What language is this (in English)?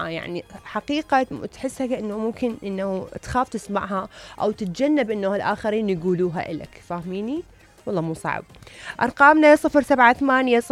Mesopotamian Arabic